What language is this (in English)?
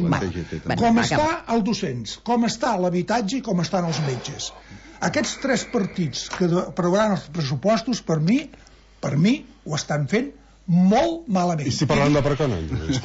Catalan